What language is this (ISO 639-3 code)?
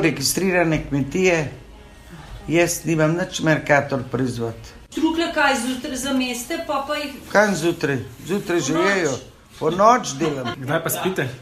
slv